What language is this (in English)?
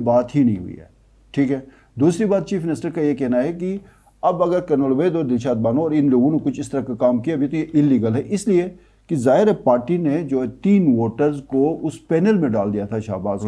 Urdu